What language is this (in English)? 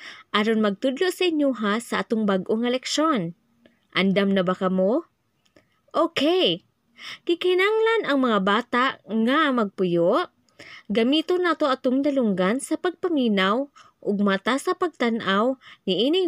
Cebuano